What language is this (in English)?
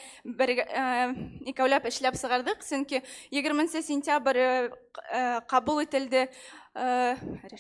Bashkir